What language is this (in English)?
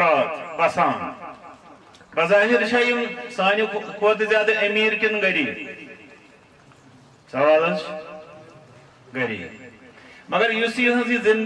Kashmiri